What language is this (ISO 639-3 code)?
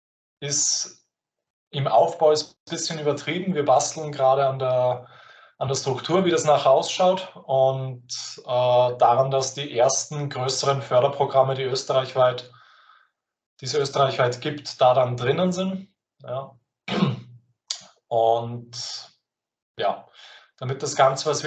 deu